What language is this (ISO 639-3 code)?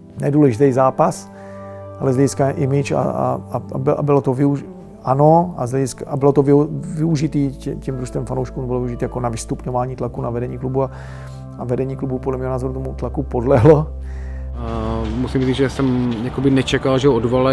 ces